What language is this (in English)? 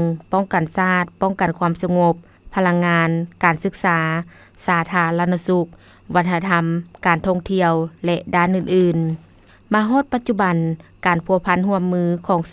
Lao